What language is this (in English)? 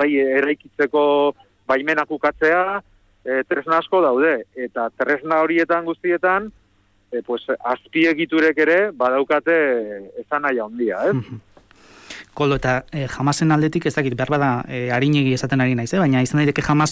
Basque